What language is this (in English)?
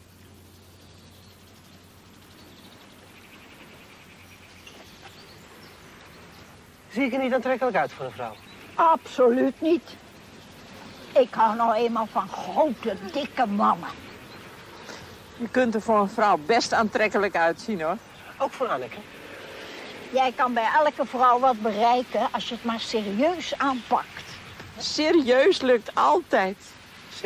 Dutch